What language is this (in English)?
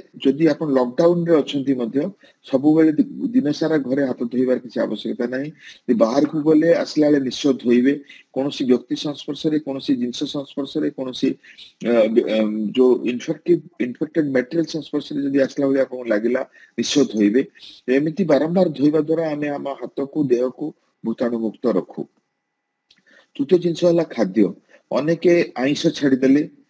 Odia